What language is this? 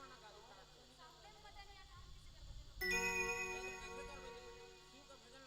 Chhattisgarhi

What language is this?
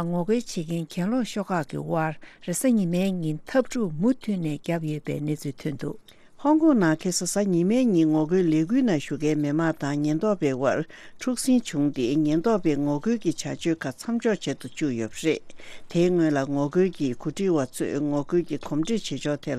Tibetan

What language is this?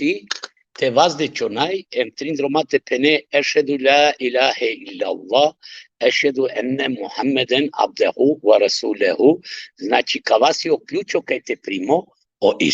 Balkan Romani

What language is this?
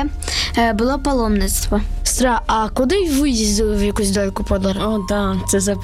Ukrainian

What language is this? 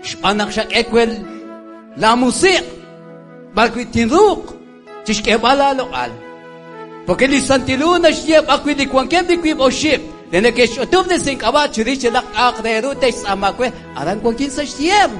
Kekchí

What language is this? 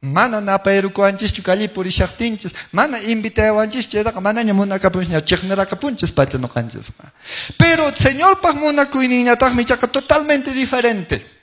Quechua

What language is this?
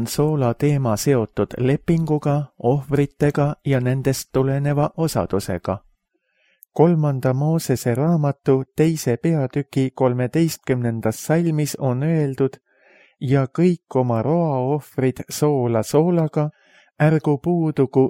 Estonian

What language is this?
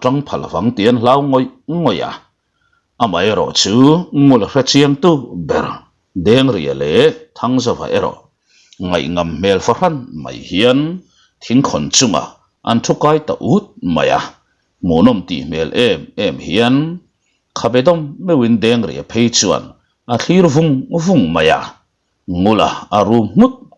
Mizo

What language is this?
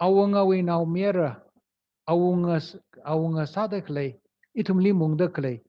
Tangkhul Naga (India)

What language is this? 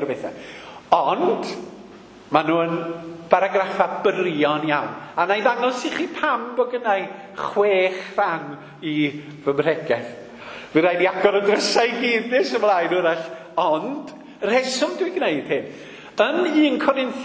Welsh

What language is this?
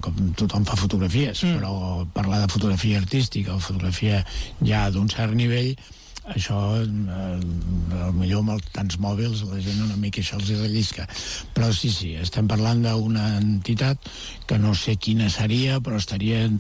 Catalan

